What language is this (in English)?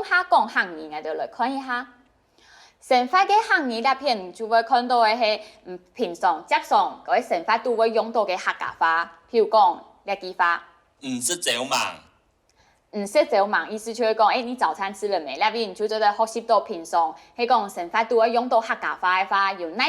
Hakka Chinese